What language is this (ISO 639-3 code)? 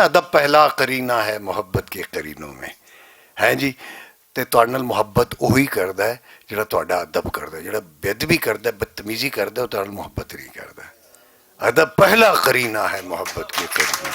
lah